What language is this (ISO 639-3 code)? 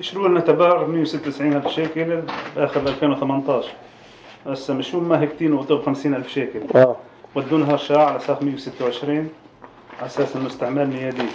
apc